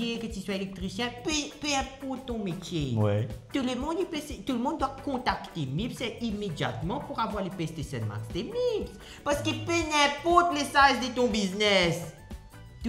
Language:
Morisyen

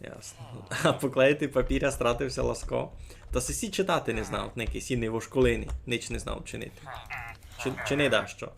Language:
Rusyn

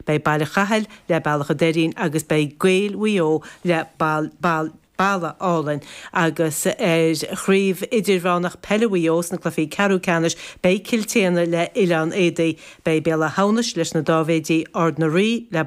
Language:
Irish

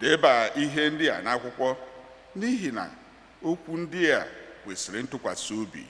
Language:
Igbo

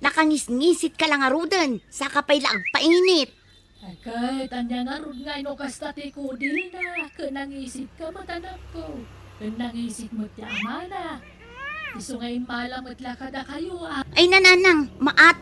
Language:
Iloko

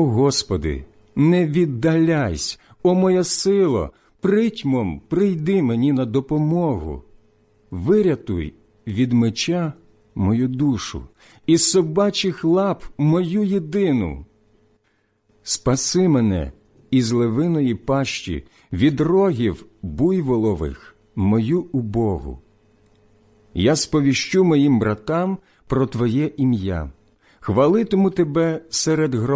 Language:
Ukrainian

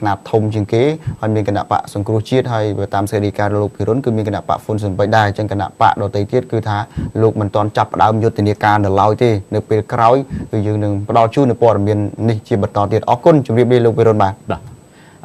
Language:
Khmer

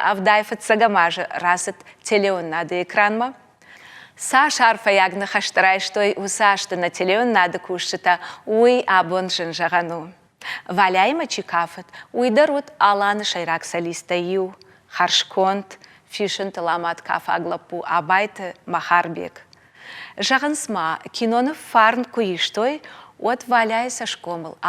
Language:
Ossetic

